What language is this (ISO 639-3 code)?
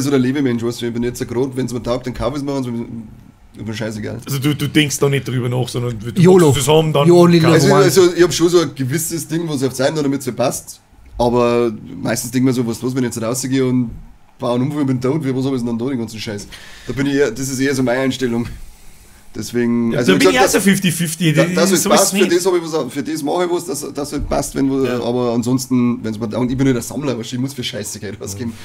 bar